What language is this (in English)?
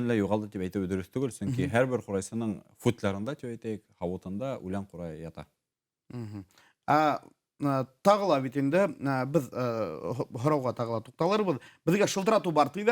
Bashkir